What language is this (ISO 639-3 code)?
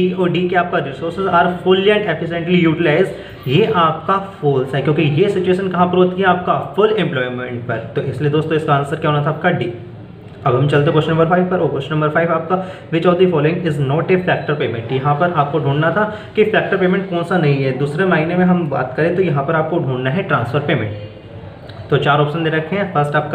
hin